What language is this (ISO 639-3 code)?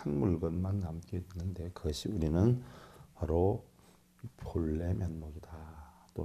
kor